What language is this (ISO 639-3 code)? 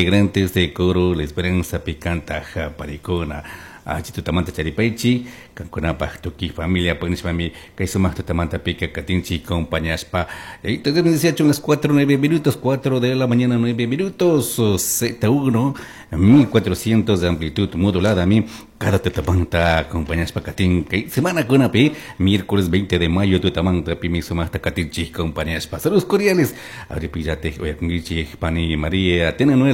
qug